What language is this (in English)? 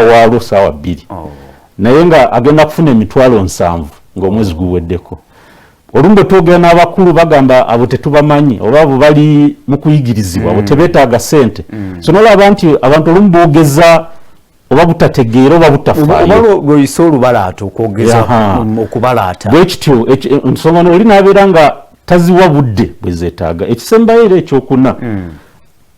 Ganda